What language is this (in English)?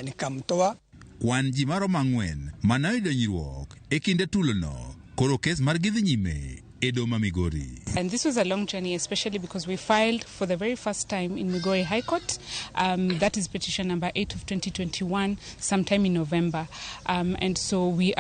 Luo (Kenya and Tanzania)